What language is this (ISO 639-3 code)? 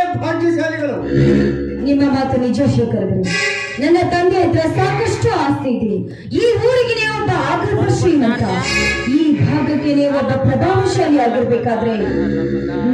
kan